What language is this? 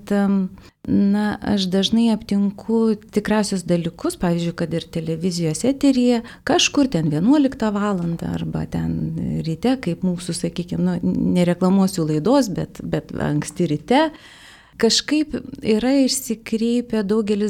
Lithuanian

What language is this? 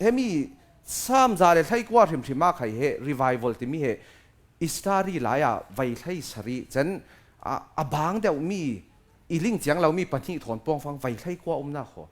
Falam Chin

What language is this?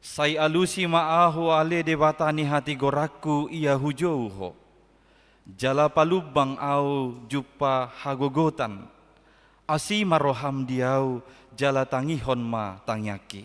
Batak Toba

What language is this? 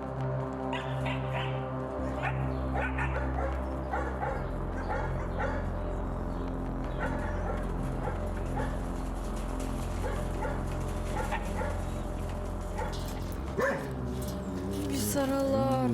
Bashkir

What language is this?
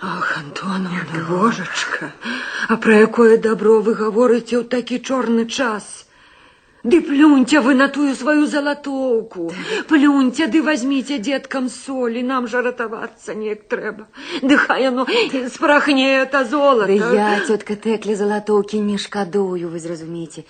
Belarusian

